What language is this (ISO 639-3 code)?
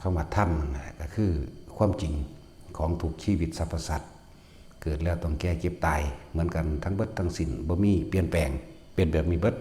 tts